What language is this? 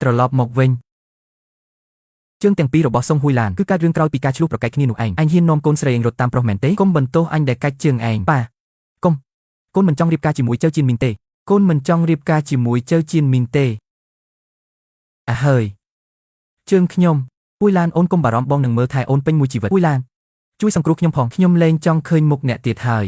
Khmer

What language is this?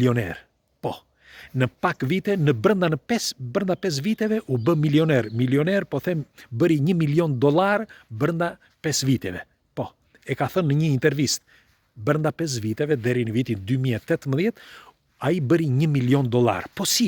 Albanian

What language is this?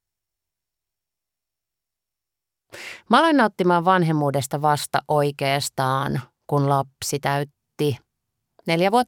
Finnish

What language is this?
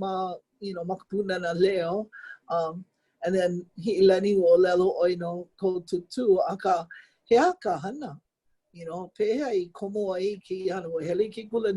Hawaiian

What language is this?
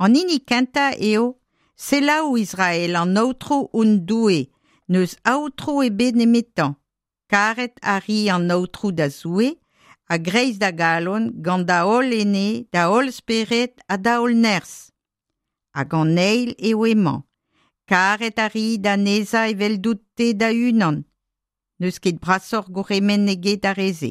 Breton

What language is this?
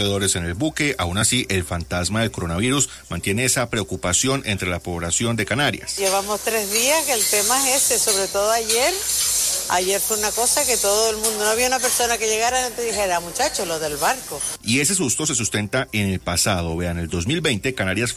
Spanish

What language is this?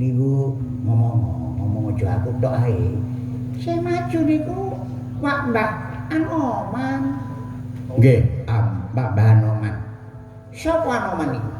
Javanese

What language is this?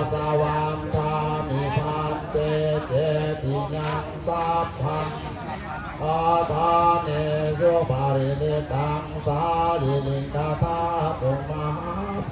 Pali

